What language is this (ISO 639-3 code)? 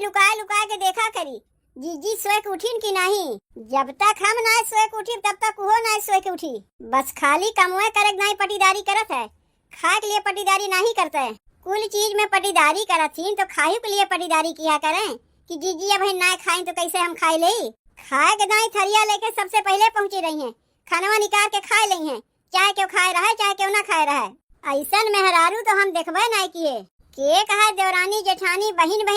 awa